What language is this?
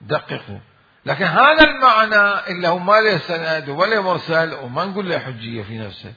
Mesopotamian Arabic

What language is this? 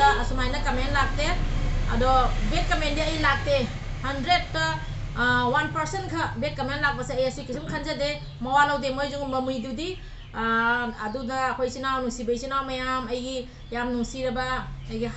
Manipuri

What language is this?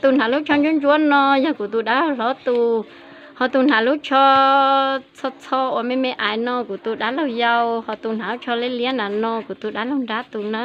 Hmong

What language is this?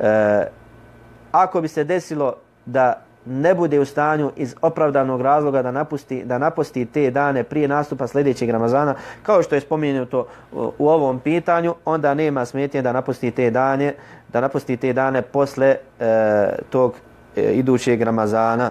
Bosnian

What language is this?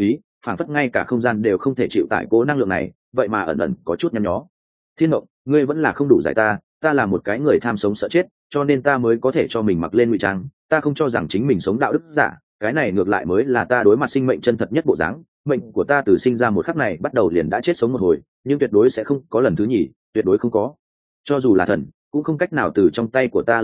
Vietnamese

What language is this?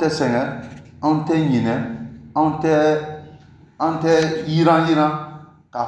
Bambara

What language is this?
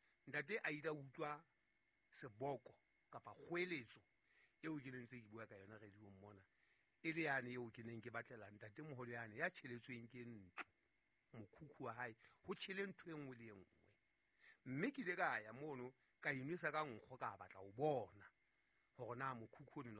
Southern Sotho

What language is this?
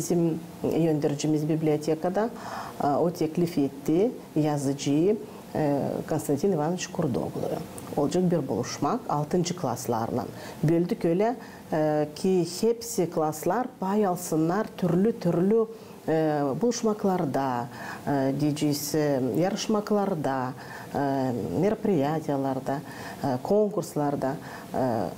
Gagauz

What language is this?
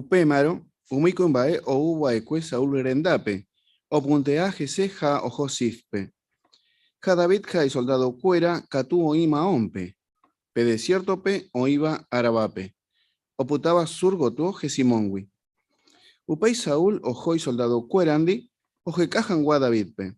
Guarani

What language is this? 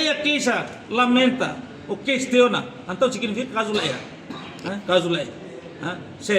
Tetum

